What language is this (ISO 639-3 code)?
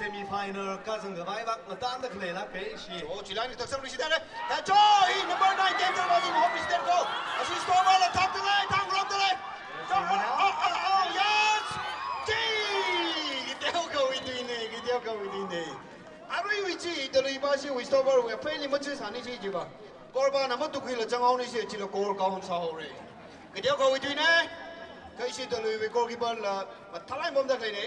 nmf